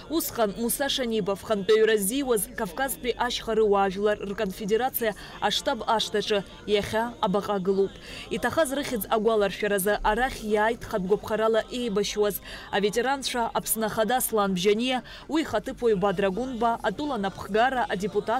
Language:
Abkhazian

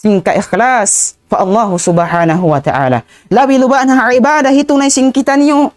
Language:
Tausug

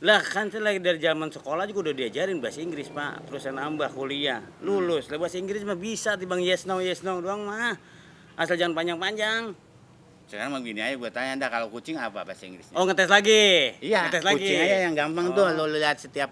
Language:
Betawi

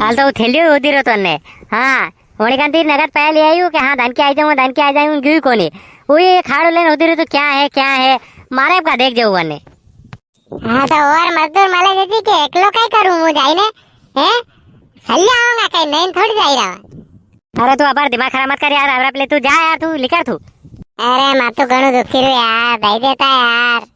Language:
Rajasthani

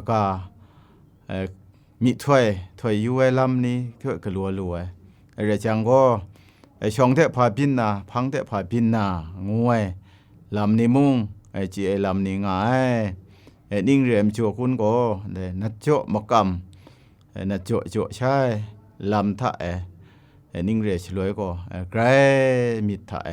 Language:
Kachin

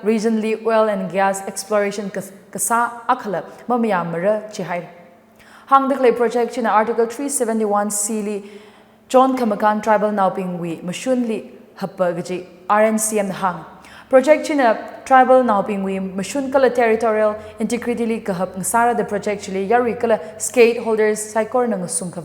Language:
Tangkhul Naga (India)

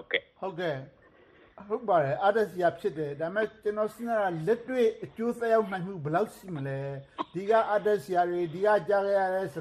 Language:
Burmese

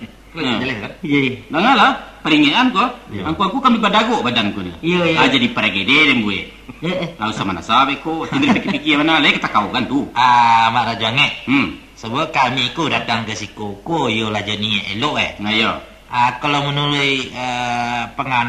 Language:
Minangkabau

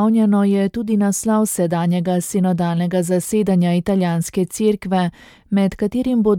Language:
Slovenian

